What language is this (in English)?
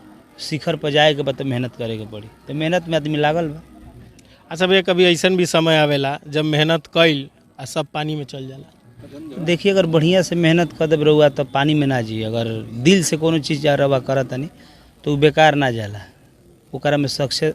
Bhojpuri